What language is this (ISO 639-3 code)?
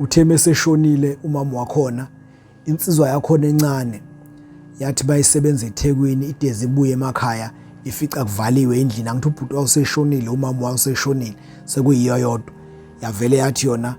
zul